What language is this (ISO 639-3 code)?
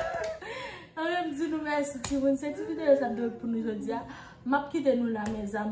hat